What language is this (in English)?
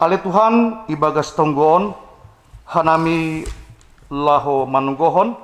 Batak Simalungun